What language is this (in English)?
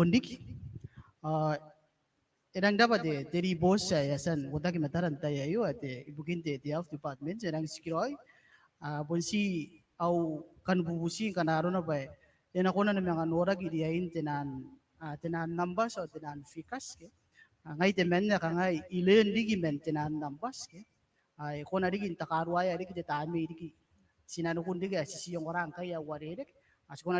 Gilbertese